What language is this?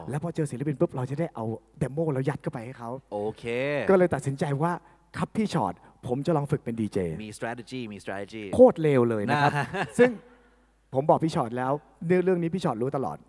Thai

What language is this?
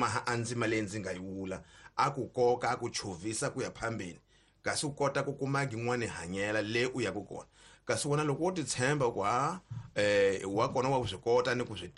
Tsonga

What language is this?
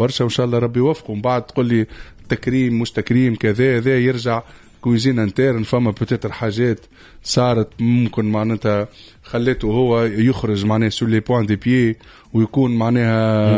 Tunisian Arabic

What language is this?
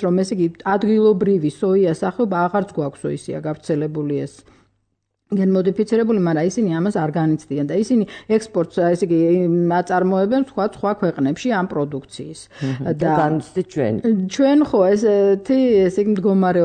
Georgian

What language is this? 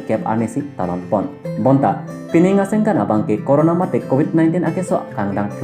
Karbi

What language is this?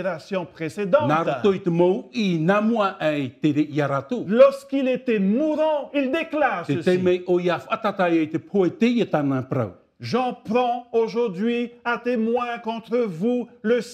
Tahitian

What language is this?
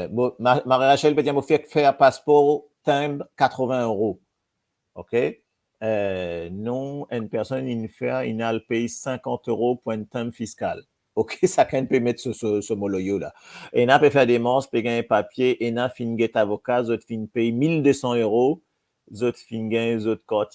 Morisyen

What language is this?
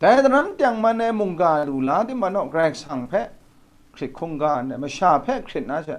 Kachin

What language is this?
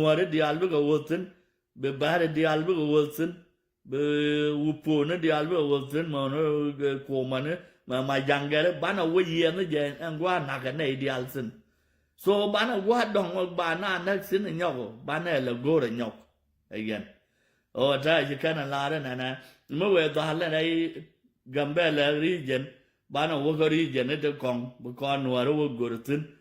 Nuer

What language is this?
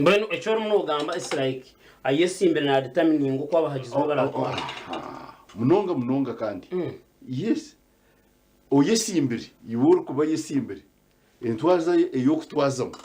Nyankole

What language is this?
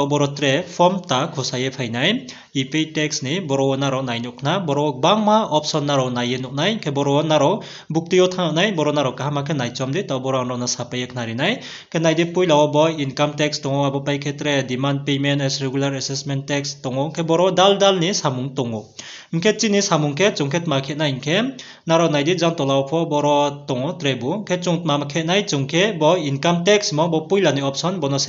Riang (India)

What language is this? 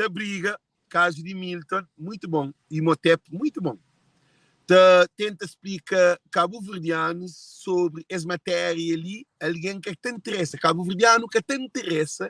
Kabuverdianu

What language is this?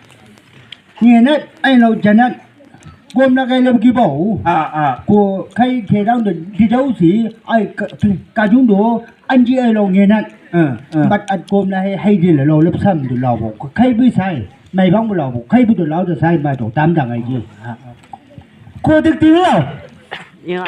Chang Naga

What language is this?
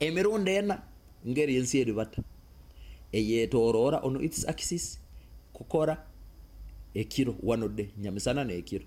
Nyoro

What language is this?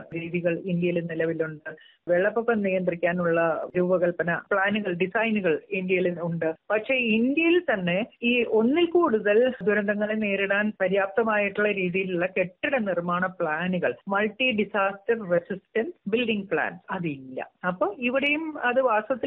Malayalam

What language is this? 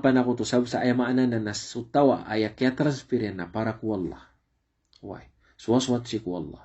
Maranao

